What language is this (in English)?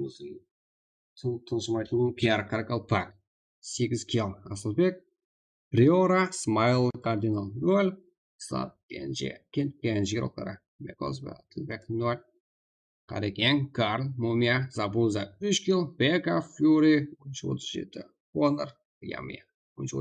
Kara-Kalpak